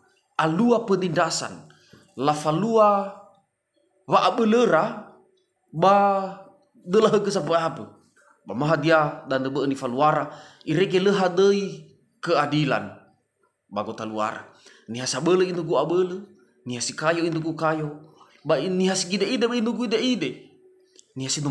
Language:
Nias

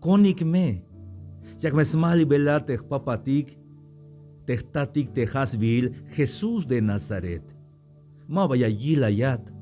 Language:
Tzeltal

